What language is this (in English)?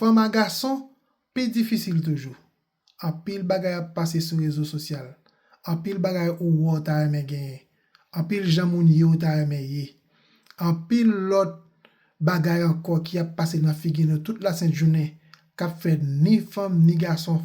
Haitian Creole